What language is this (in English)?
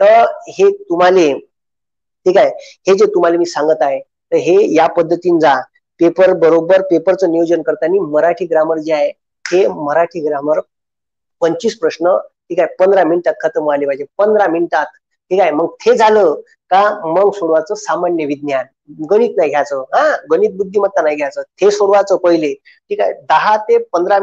Marathi